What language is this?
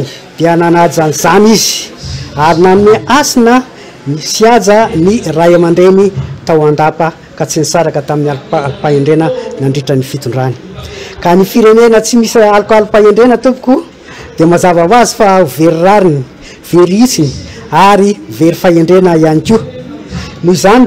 Malagasy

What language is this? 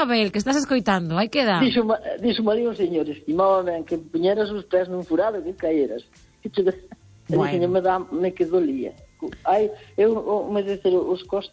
Galician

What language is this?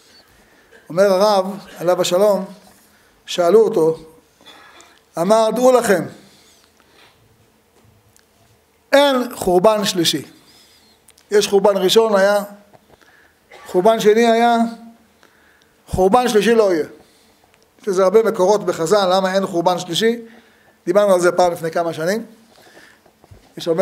Hebrew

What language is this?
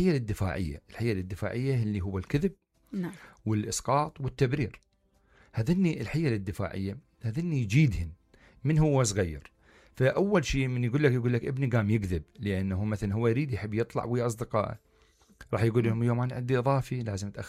Mesopotamian Arabic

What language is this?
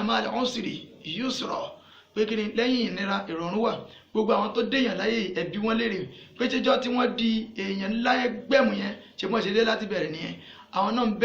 Yoruba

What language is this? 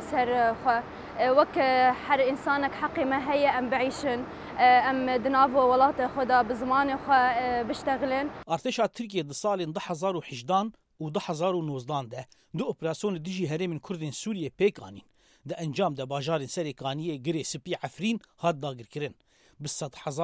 Kurdish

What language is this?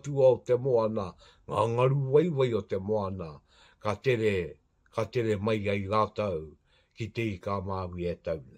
Māori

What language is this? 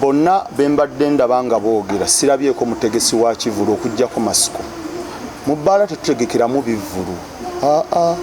Ganda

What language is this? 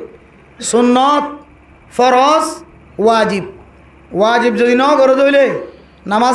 Rohingya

